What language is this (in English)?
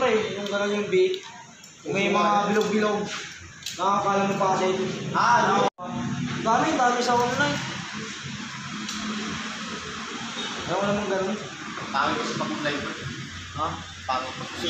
Filipino